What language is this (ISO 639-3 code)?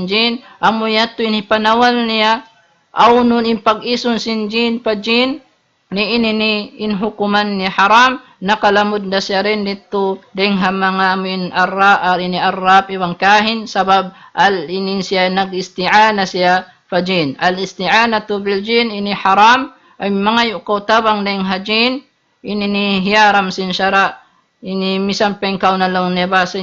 tsg